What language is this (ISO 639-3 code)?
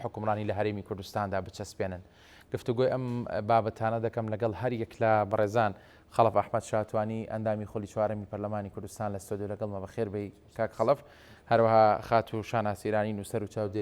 ckb